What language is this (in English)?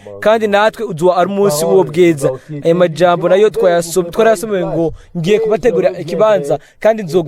Rundi